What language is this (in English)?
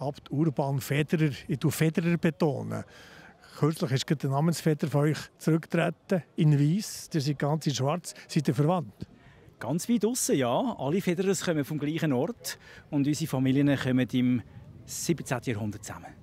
Swiss German